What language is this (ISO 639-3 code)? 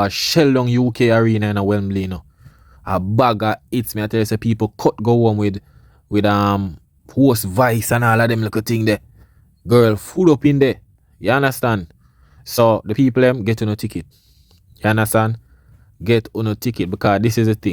jam